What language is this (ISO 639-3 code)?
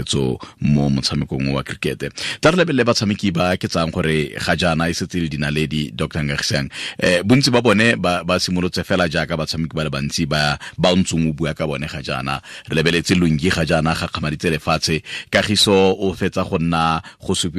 tsn